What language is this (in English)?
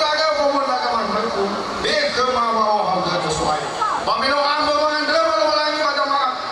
Nias